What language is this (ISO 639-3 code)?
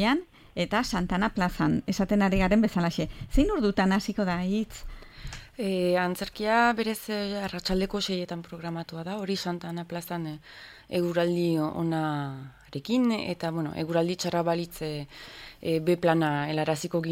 eus